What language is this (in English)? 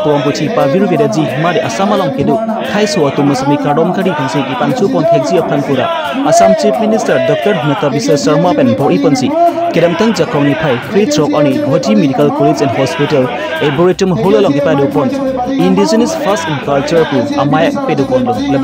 Karbi